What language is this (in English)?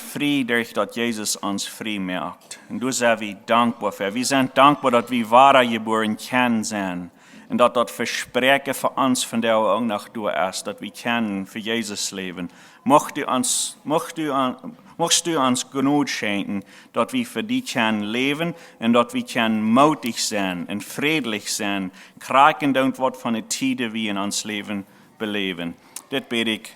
Plautdietsch